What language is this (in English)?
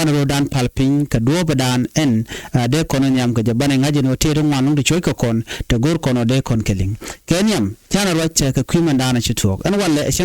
Nuer